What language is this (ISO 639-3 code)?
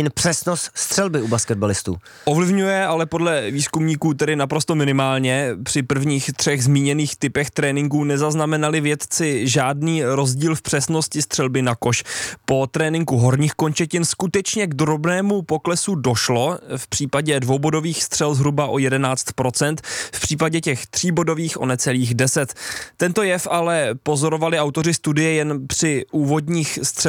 ces